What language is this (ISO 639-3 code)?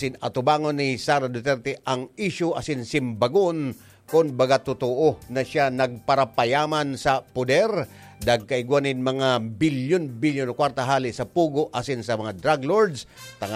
bik